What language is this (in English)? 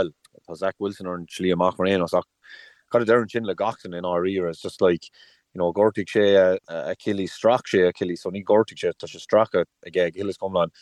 Irish